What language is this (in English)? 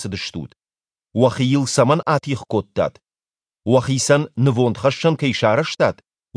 Ossetic